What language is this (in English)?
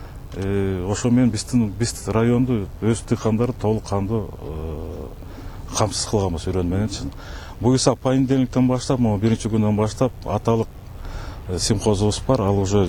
Kyrgyz